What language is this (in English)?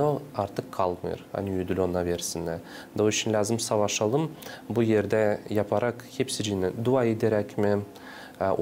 Gagauz